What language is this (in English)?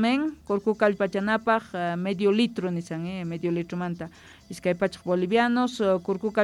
Quechua